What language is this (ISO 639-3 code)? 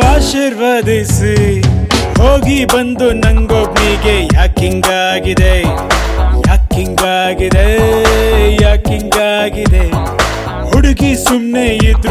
kan